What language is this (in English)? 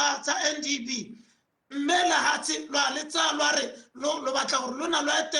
Tswana